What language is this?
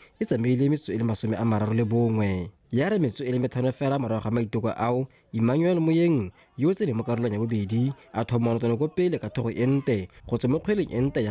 Tswana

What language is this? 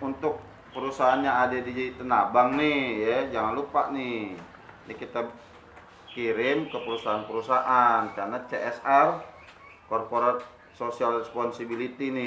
Betawi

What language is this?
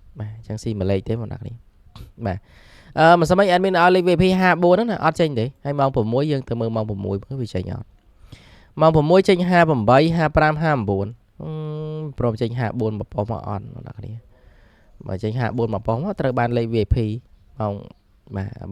Khmer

